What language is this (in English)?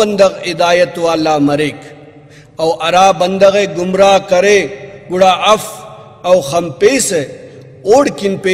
Brahui